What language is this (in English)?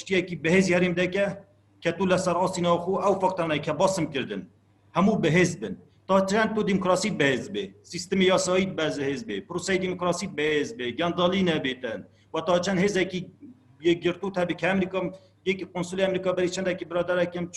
Kurdish